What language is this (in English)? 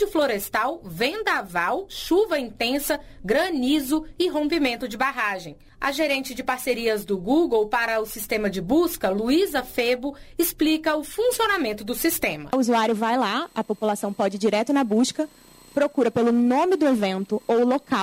Portuguese